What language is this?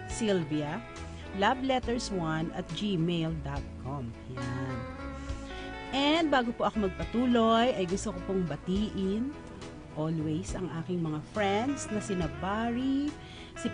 Filipino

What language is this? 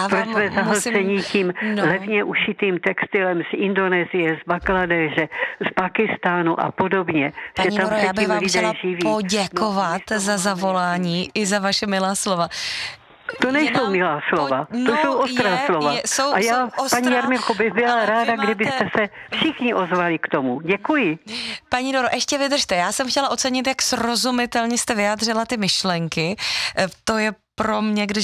Czech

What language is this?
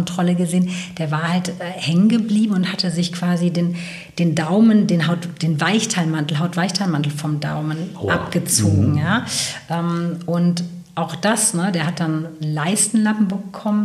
German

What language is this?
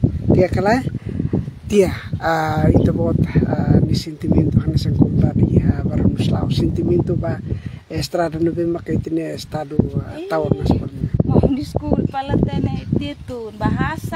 Tetum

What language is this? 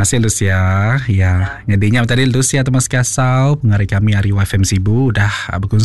Iban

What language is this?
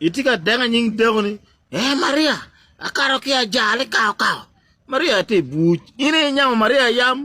Acoli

